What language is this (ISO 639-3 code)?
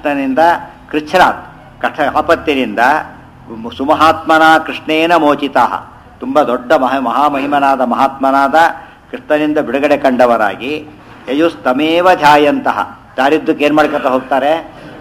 kan